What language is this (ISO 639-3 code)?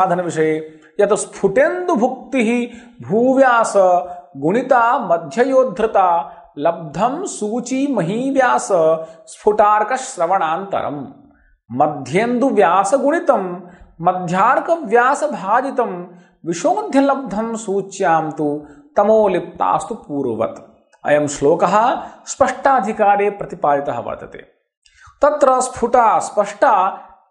san